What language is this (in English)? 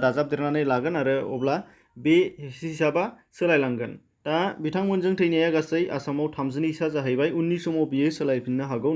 Bodo